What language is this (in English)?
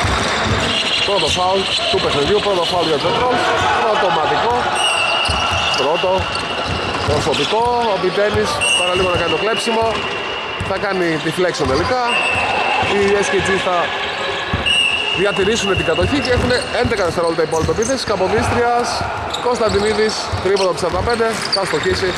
Greek